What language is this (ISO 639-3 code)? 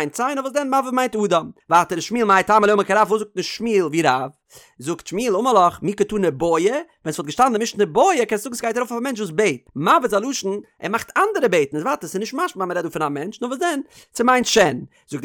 yid